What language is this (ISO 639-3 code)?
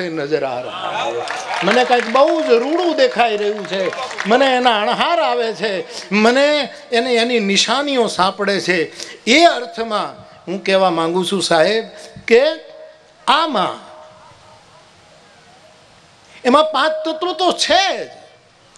guj